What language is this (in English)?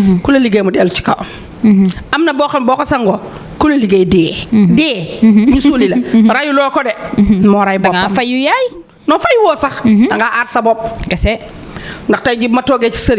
Wolof